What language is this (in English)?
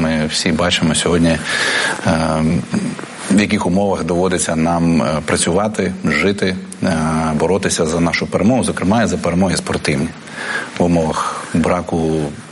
Ukrainian